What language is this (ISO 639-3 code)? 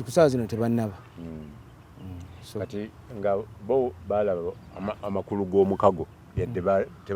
lug